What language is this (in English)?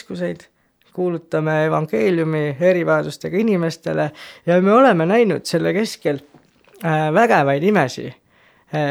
Estonian